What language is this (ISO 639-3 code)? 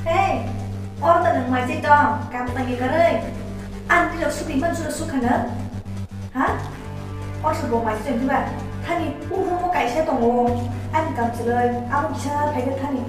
trp